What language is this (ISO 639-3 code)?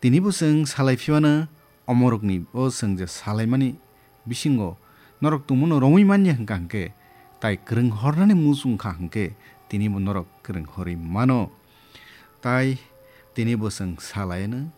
trp